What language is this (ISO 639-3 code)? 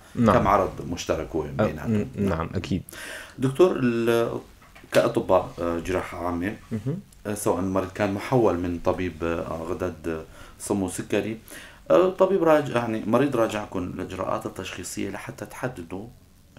apc